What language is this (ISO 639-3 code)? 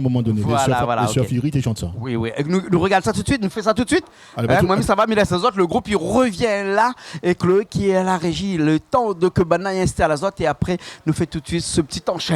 rcf